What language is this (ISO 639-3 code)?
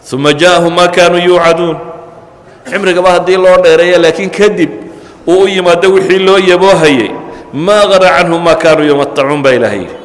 som